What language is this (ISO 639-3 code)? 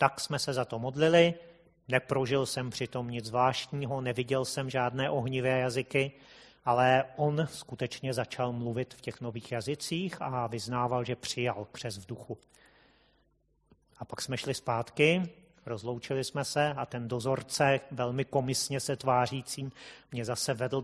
ces